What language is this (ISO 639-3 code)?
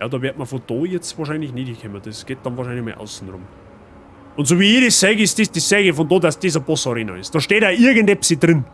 bar